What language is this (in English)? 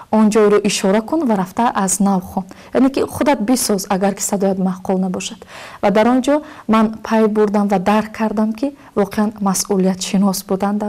Tajik